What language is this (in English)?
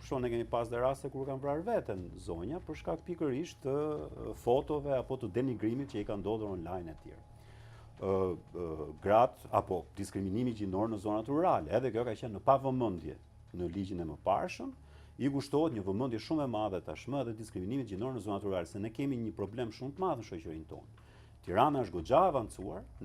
Albanian